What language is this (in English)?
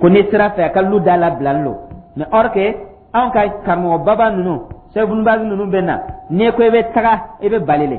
Dyula